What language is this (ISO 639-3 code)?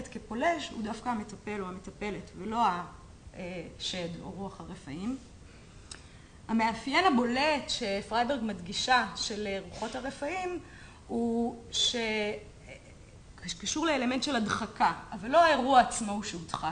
heb